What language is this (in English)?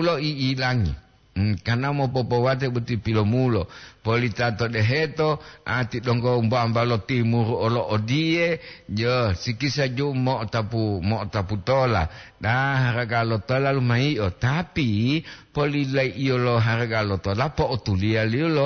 Gorontalo